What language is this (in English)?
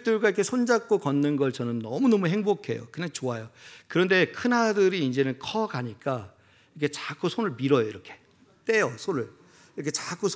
Korean